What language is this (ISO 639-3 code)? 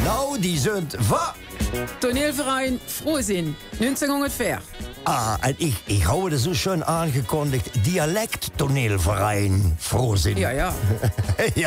lim